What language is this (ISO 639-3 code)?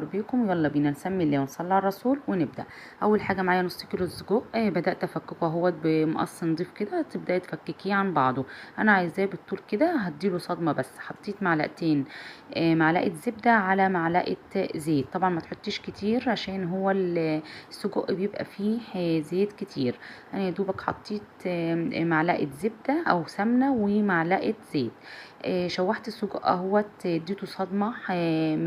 arz